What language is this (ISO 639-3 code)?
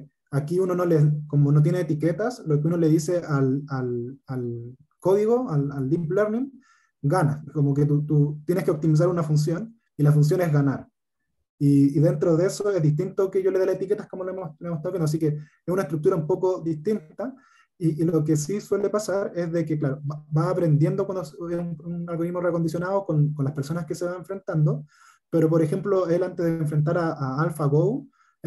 spa